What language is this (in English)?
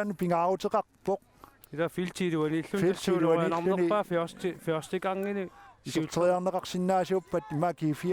Kalaallisut